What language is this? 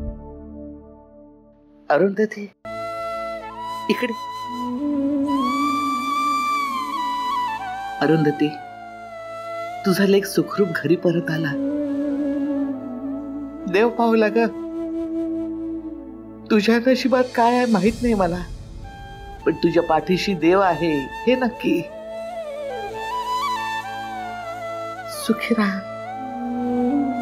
Marathi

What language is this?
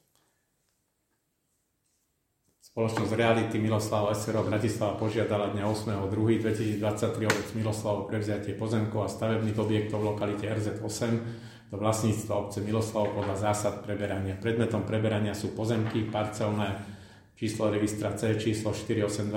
Slovak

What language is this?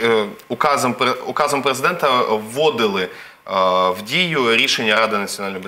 Ukrainian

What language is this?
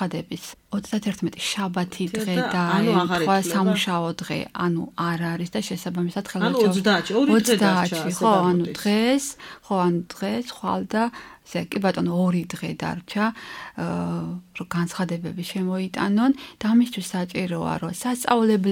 Georgian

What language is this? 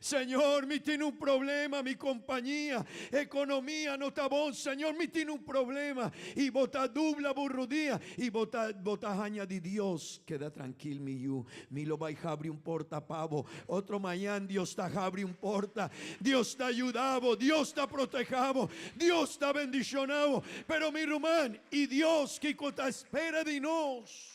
Papiamento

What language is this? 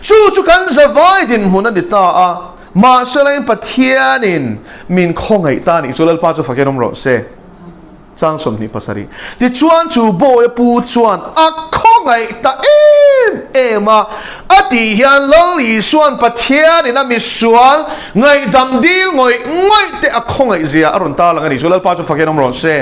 Mizo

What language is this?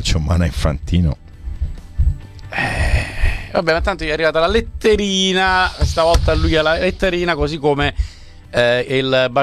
Italian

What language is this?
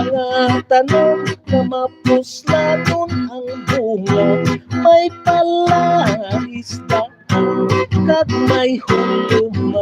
Hiligaynon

